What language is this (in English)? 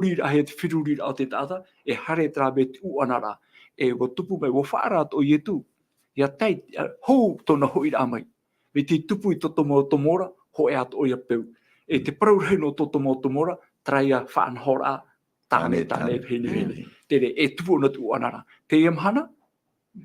Tahitian